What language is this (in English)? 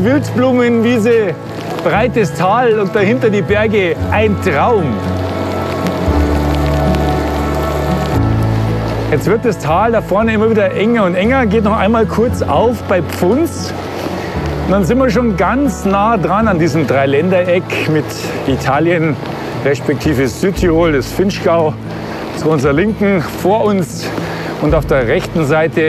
German